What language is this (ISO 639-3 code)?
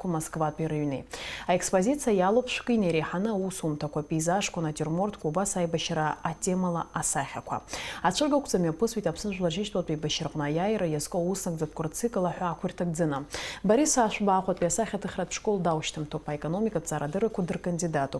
abk